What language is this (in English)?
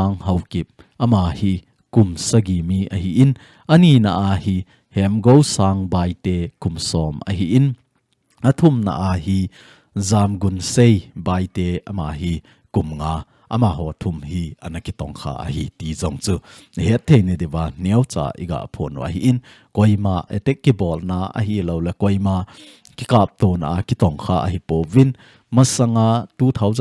Thado Chin